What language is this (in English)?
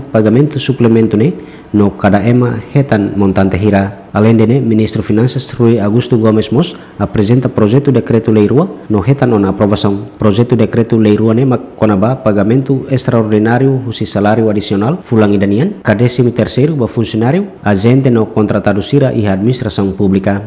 Tetum